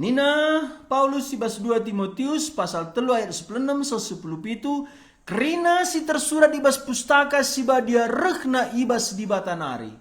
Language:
Batak Karo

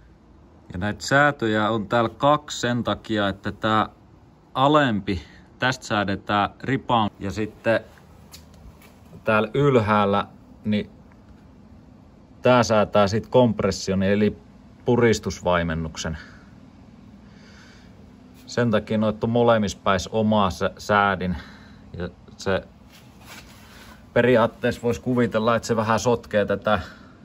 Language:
Finnish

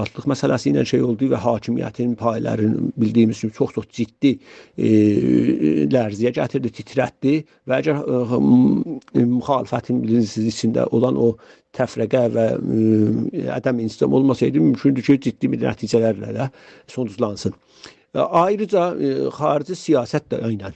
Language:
South Azerbaijani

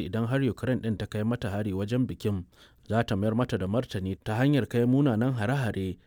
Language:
Hausa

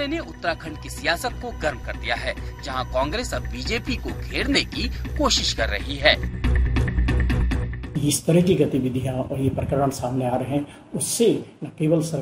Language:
Hindi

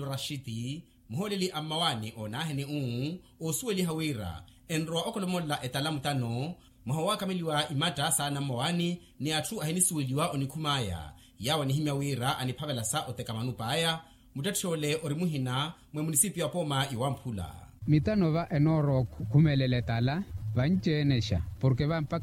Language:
Makhuwa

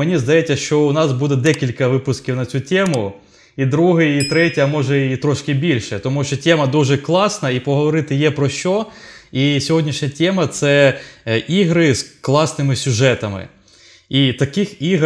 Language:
Ukrainian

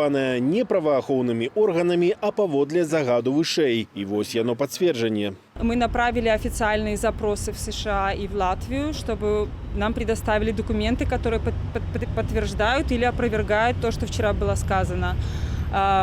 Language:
Belarusian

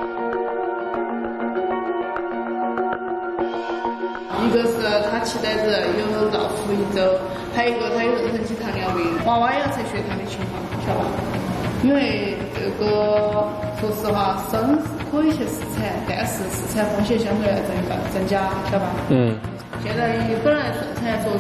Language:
Chinese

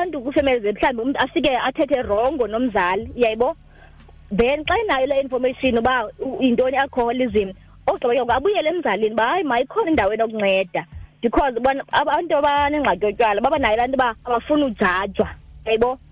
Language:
Xhosa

